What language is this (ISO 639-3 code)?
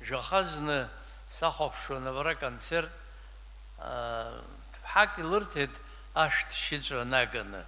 abk